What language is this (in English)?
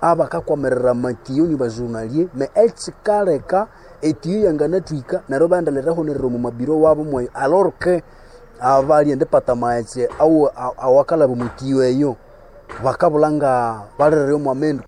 Nande